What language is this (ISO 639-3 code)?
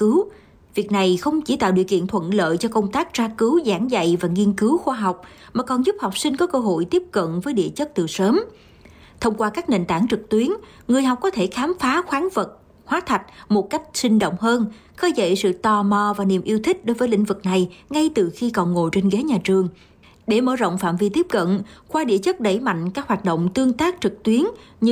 vie